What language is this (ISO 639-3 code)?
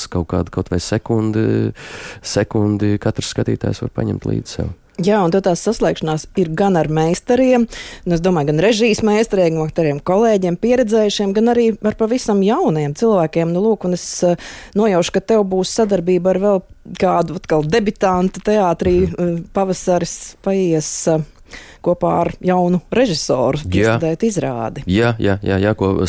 lav